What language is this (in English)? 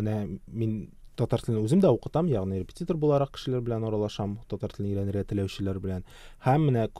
Tatar